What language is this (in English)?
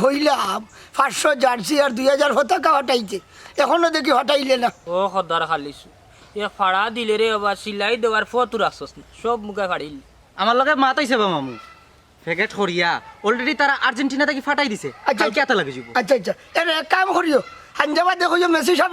Sylheti